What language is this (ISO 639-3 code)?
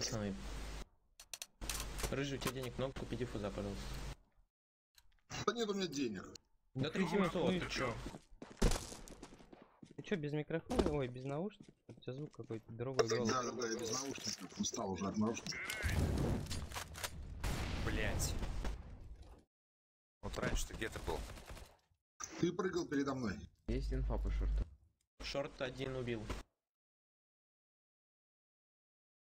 rus